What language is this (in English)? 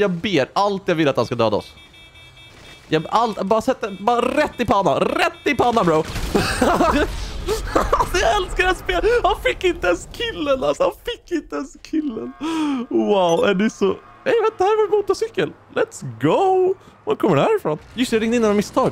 Swedish